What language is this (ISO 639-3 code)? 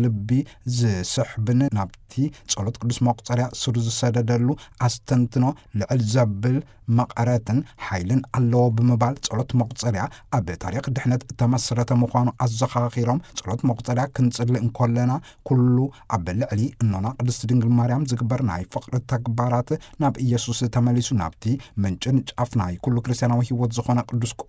tir